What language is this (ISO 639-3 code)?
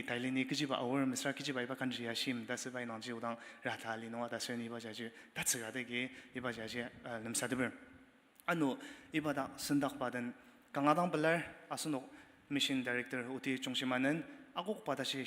njo